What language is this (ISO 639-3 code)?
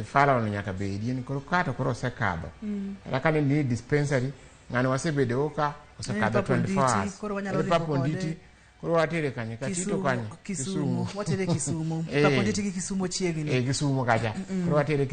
luo